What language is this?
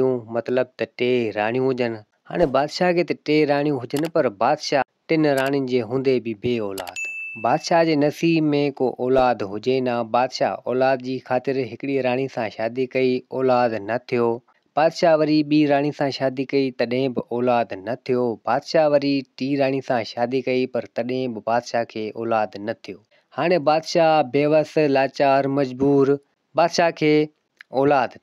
Sindhi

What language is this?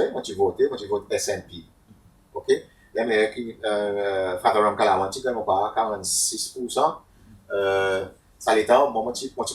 Seselwa Creole French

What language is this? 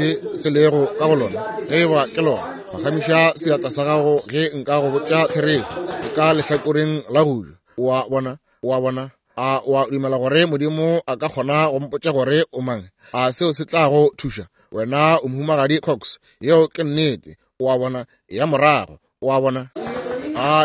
Northern Sotho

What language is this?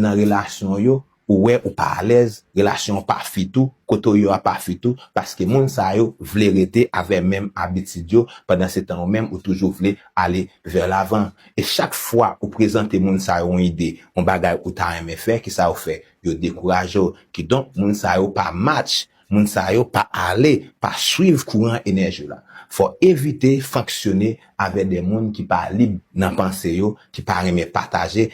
Haitian Creole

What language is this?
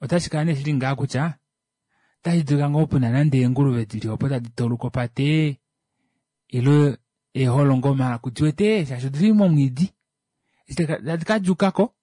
Kuanyama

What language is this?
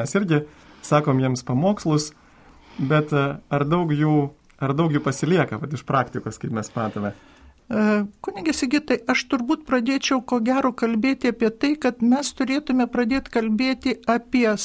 Lithuanian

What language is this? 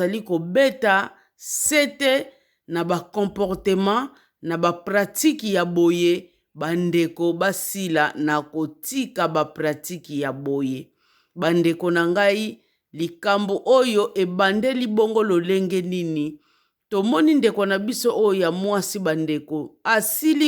Lingala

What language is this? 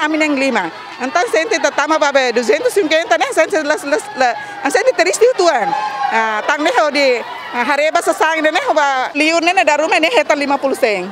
Tetum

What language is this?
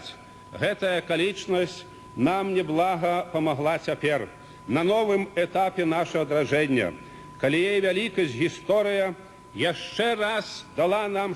Belarusian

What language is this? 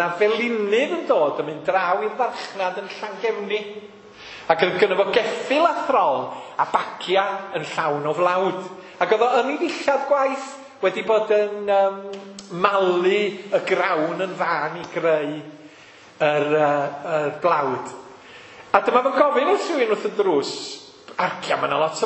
Welsh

